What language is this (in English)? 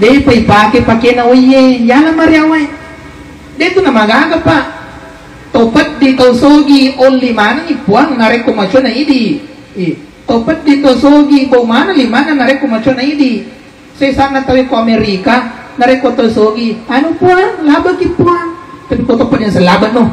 Buginese